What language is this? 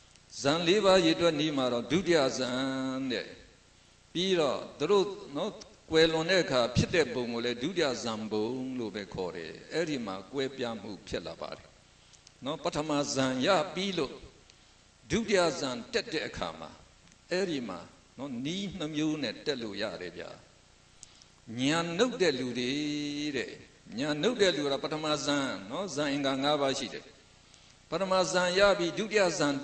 Burmese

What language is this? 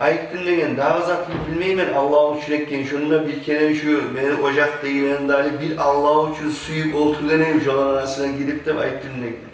Kumyk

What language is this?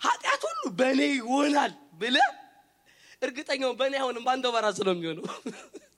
Amharic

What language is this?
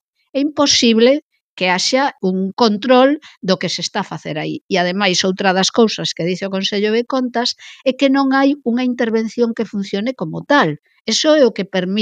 Galician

